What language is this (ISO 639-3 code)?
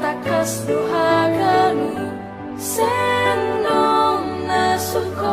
bts